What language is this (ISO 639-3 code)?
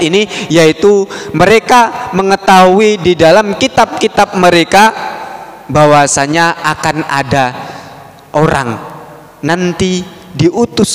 ind